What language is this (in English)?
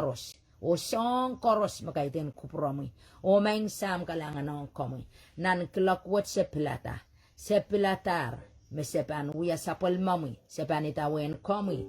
Pohnpeian